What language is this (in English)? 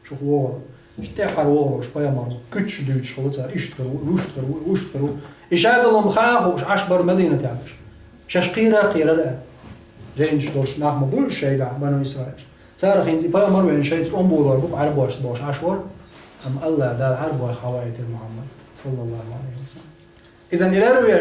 Chechen